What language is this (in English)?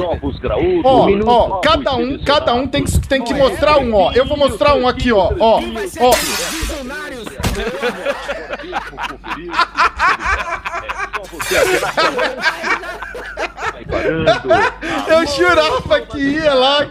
Portuguese